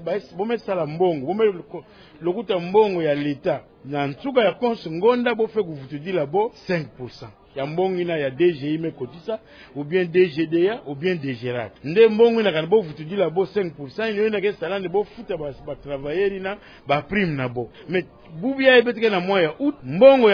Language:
Kituba (Democratic Republic of Congo)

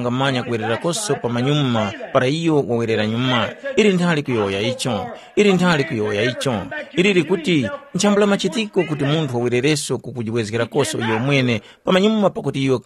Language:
Tumbuka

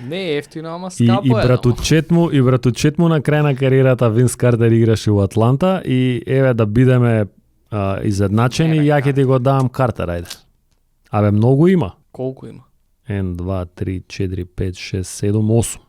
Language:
Macedonian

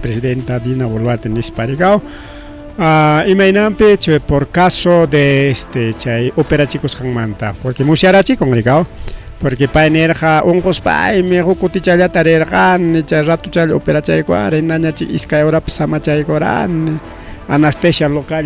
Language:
Ayacucho Quechua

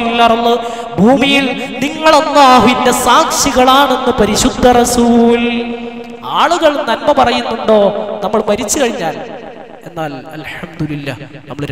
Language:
Malayalam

